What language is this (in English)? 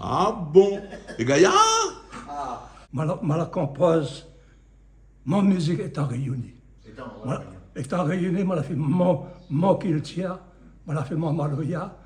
Réunion Creole French